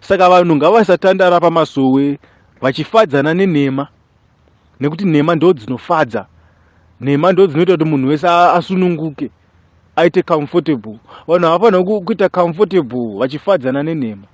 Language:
Shona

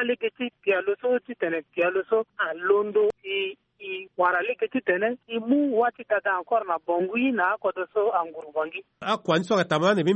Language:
Sango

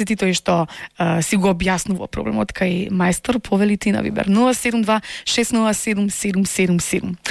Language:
Macedonian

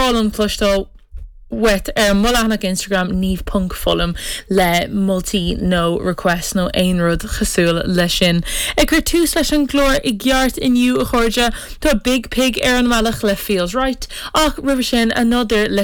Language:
Irish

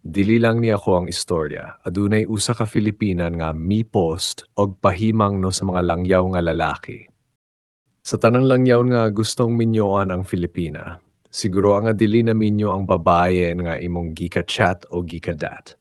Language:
Cebuano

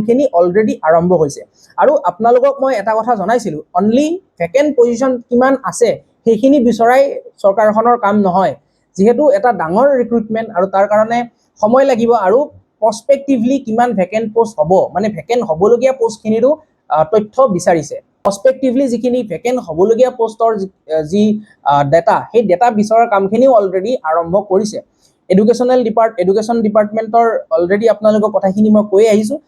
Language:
Assamese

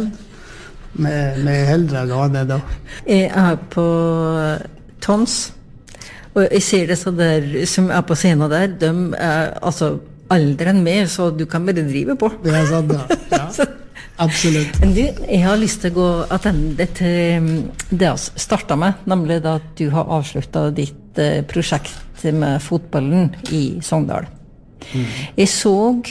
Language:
Norwegian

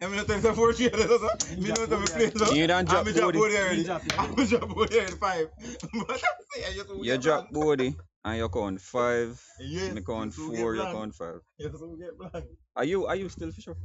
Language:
Jamaican Creole English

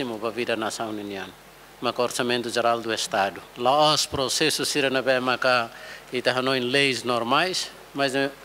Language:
Tetum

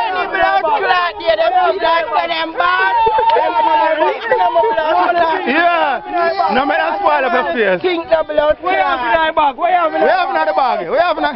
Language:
Jamaican Creole English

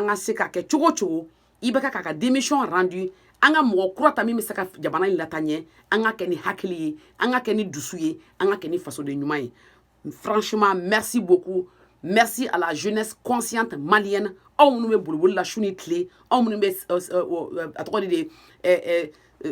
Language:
Bambara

